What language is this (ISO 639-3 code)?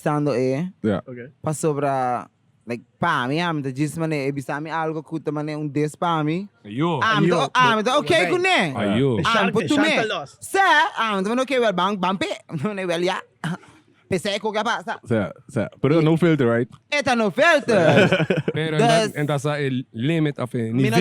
pap